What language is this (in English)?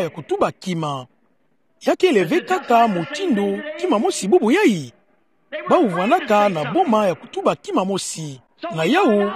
Kituba (Democratic Republic of Congo)